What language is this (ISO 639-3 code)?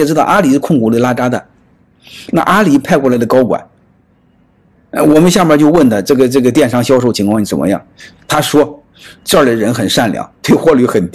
zho